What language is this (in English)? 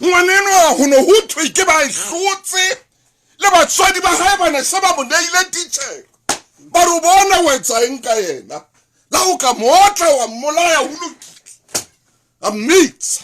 Southern Sotho